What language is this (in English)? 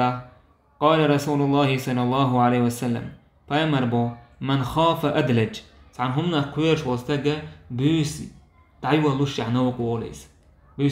Chechen